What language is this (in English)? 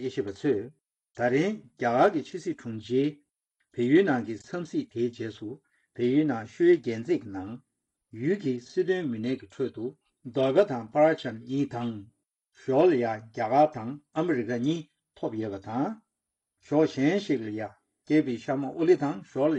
Tibetan